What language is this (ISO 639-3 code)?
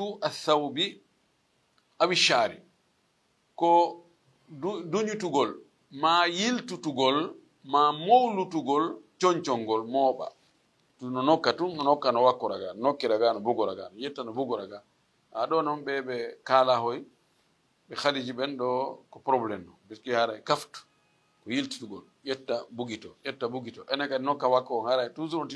ful